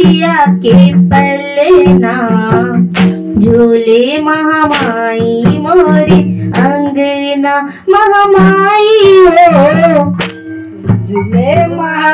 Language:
Bhojpuri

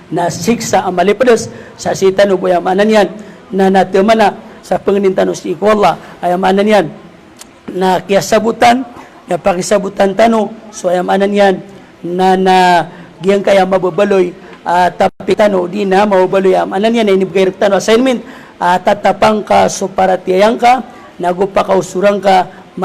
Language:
Maranao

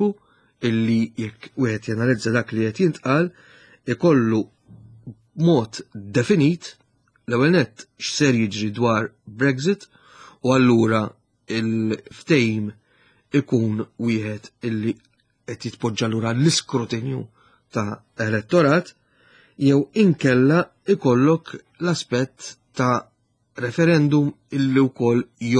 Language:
Maltese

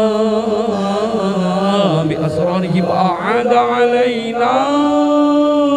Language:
Arabic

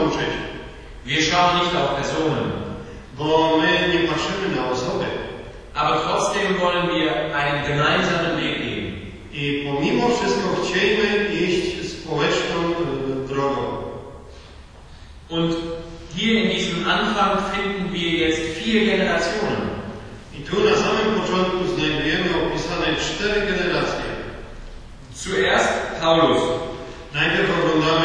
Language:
Polish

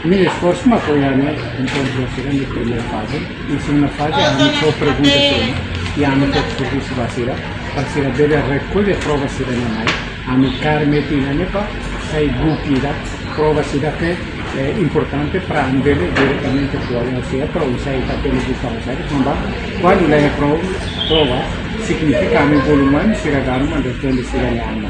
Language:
Tetum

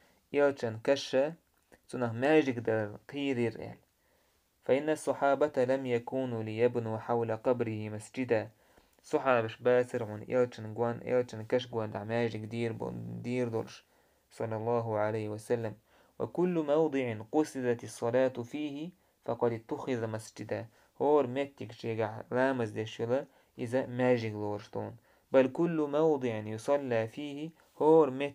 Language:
Chechen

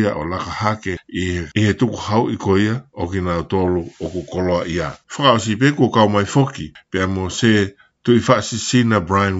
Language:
Tongan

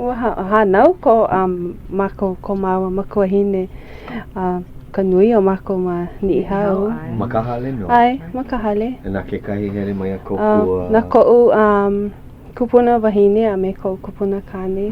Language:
Hawaiian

